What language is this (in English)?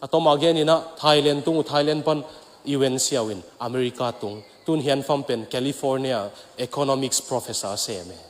Tedim Chin